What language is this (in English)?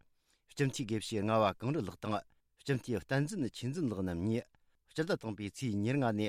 Tibetan